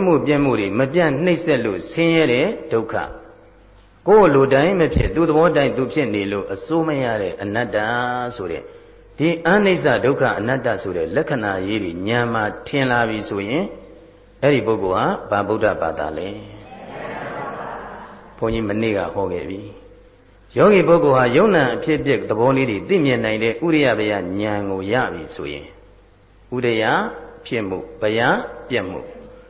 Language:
Burmese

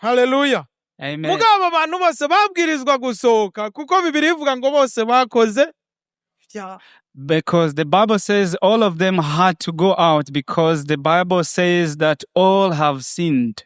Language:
Rundi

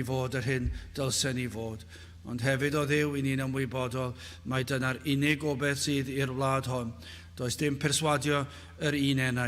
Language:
Welsh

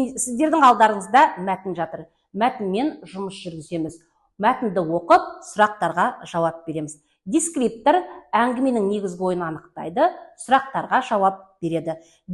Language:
Kazakh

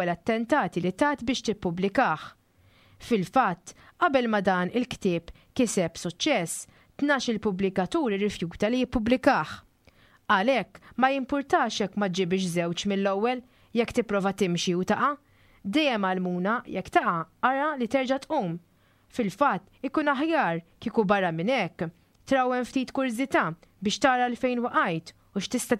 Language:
Maltese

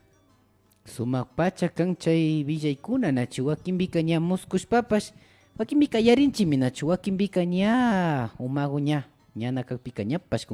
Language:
Imbabura Highland Quichua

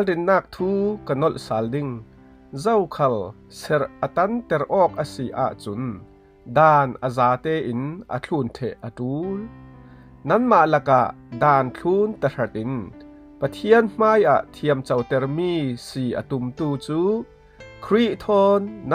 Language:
Falam Chin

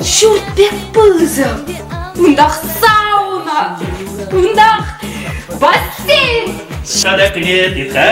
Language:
Chuvash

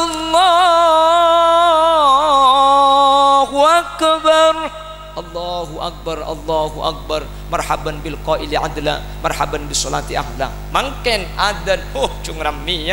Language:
Madurese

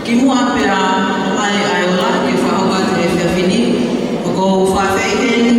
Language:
Tongan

